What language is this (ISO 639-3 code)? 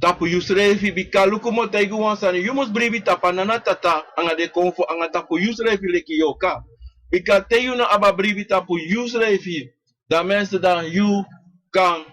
srn